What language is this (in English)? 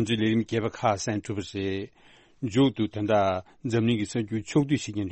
Tibetan